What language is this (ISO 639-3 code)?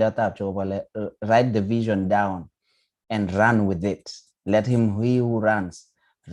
kln